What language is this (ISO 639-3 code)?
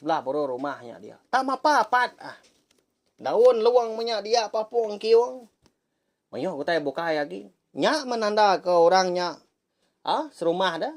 iba